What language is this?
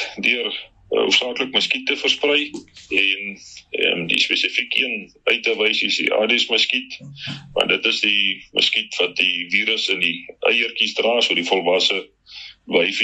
Afrikaans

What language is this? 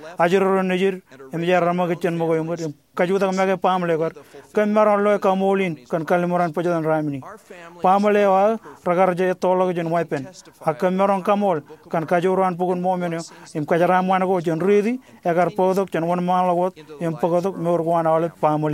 Marshallese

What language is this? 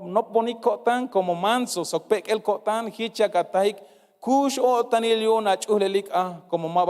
Tzeltal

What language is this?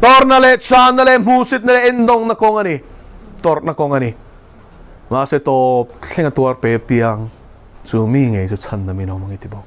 Mizo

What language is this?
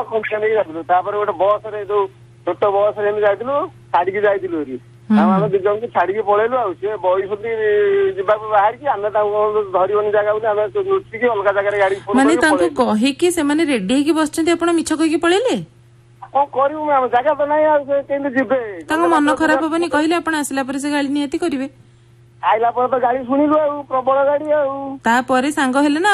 Odia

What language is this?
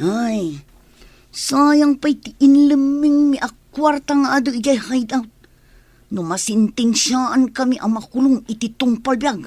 Iloko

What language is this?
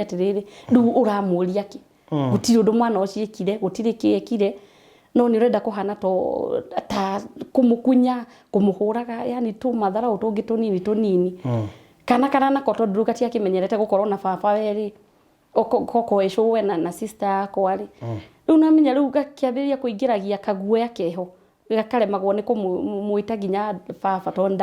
Kikuyu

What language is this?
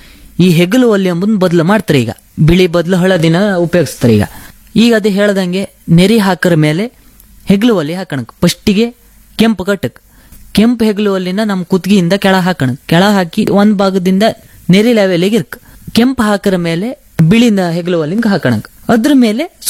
Kannada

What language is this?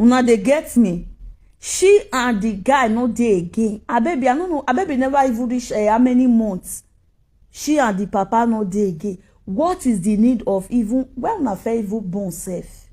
Nigerian Pidgin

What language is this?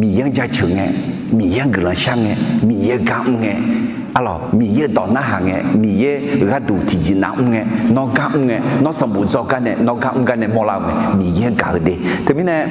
Akha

